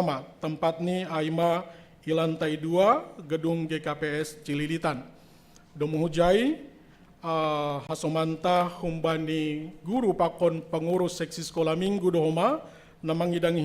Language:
Batak Simalungun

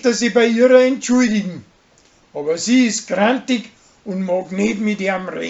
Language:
Bavarian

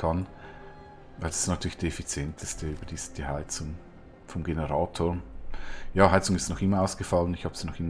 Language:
Swiss German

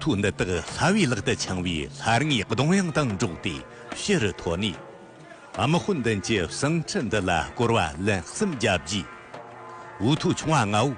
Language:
Tibetan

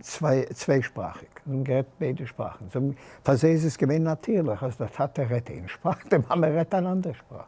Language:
Yiddish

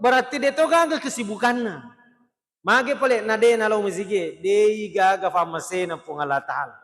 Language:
Buginese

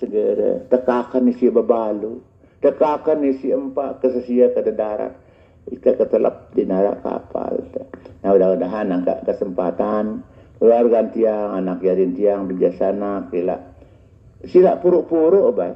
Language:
Sasak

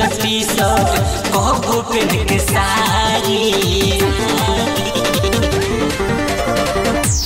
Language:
Bhojpuri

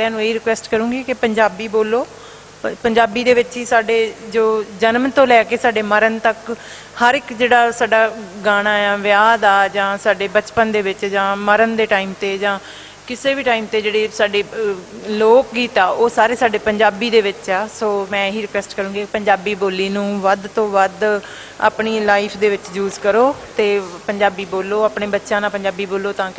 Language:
Western Panjabi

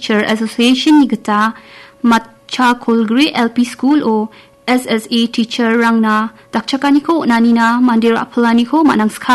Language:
Garo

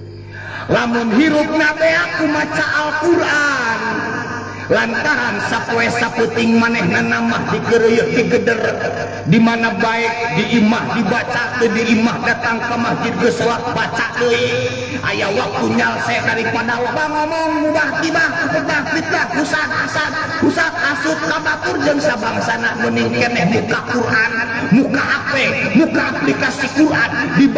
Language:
Sundanese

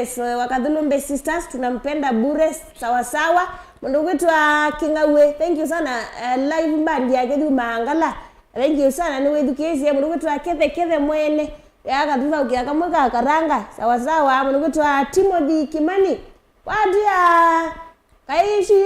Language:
Kamba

